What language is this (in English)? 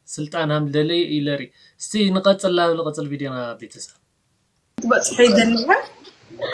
Tigrinya